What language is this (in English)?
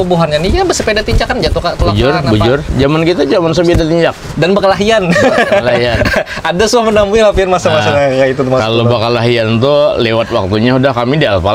Banjar